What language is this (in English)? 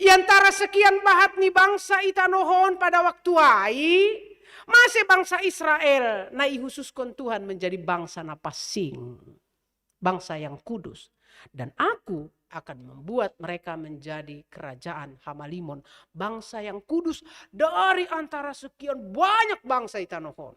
Batak Simalungun